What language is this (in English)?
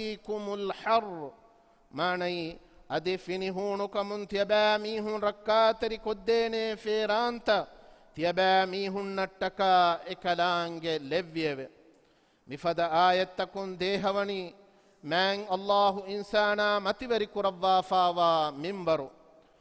Divehi